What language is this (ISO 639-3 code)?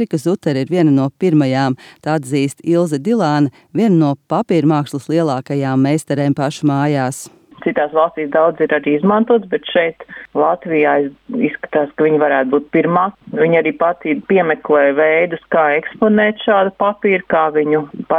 lav